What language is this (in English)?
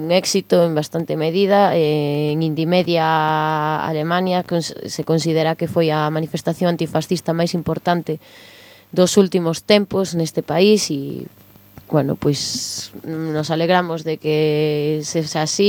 Galician